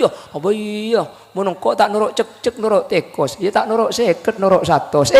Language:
Madurese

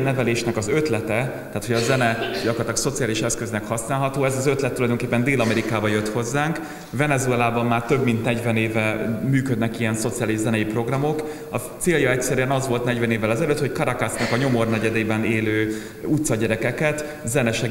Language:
Hungarian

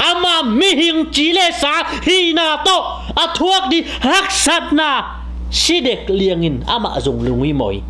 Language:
Tedim Chin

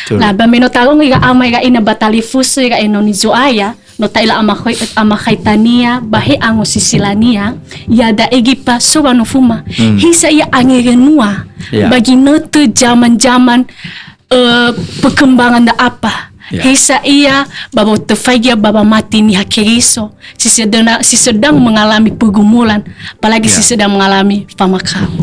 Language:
Nias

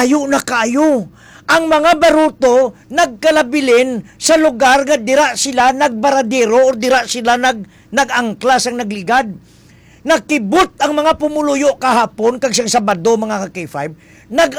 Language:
Hiligaynon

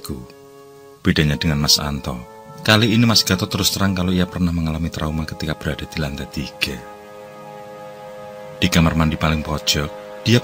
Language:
Indonesian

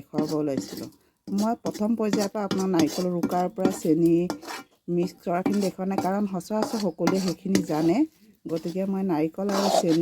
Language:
Assamese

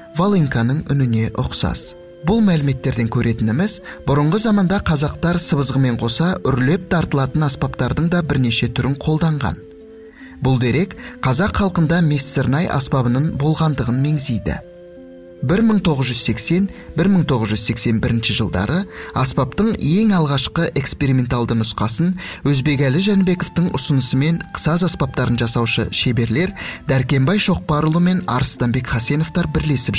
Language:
Kazakh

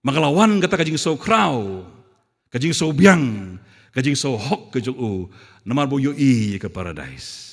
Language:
Khasi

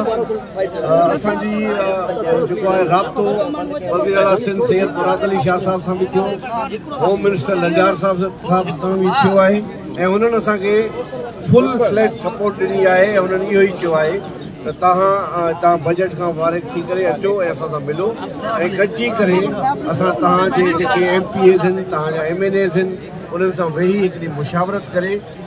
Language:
Sindhi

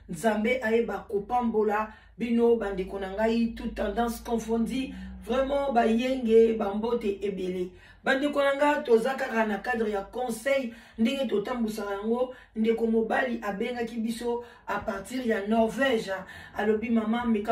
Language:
Lingala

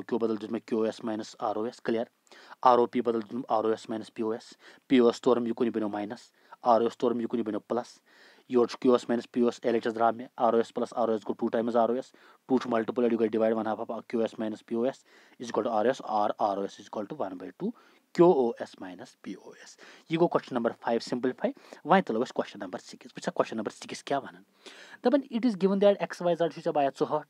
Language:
Kashmiri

